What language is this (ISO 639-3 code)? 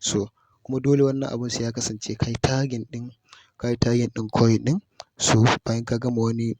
hau